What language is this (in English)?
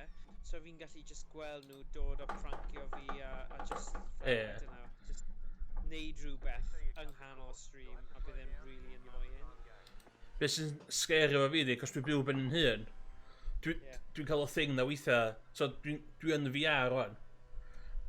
Welsh